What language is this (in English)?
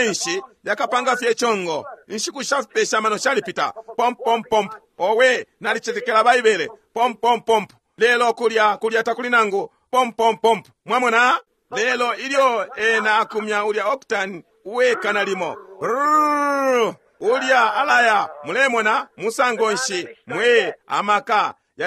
Bemba